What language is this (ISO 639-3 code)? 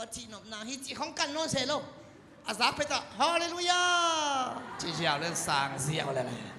ctd